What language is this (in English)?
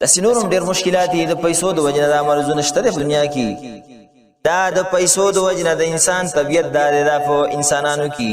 Pashto